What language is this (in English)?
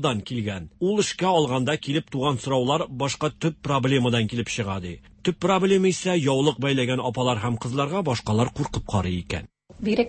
Tatar